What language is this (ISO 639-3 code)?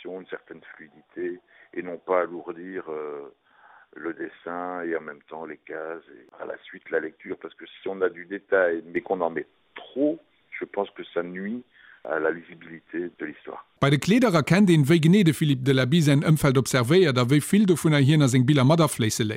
ltz